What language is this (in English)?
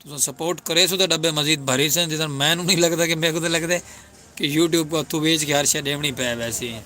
Saraiki